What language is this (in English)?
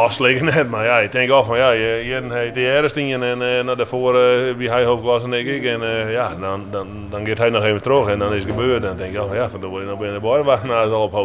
Western Frisian